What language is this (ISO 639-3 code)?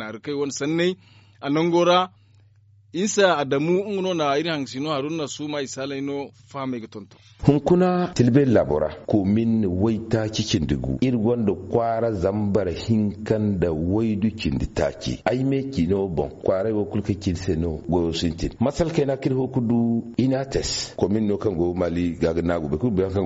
dje